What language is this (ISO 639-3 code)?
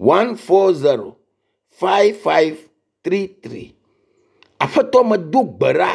ewe